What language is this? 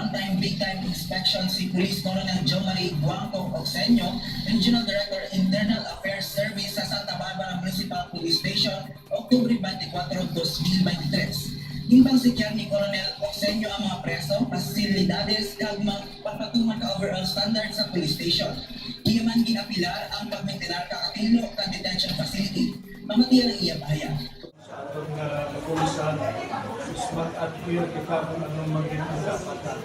Hiligaynon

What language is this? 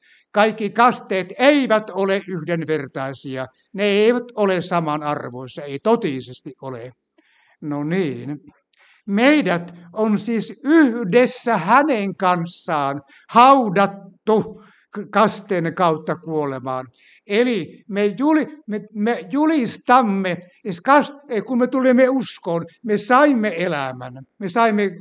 Finnish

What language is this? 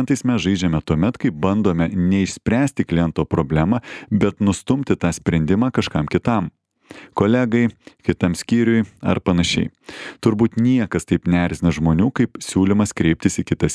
Lithuanian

